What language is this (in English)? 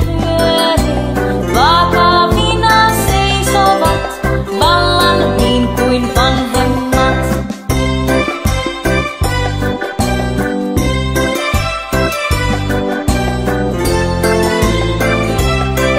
Finnish